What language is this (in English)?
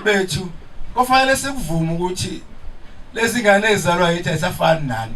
Zulu